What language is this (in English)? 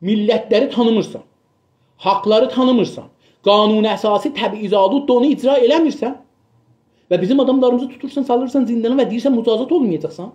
South Azerbaijani